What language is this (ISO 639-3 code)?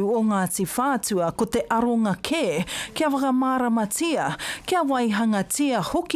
mri